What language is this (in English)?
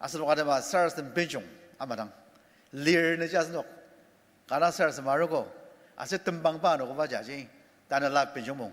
Ao Naga